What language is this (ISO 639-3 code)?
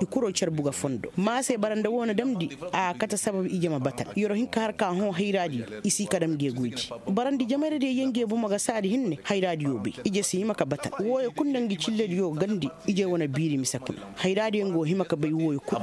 ses